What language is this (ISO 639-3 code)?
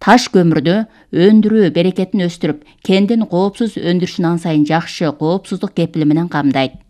kir